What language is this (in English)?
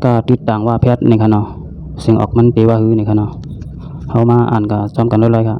Shan